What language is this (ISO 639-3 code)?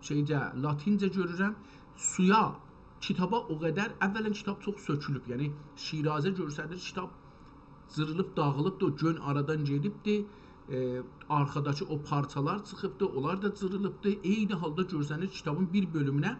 azb